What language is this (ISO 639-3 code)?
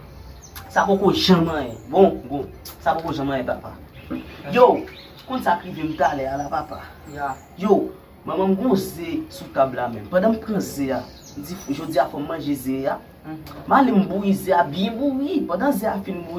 hat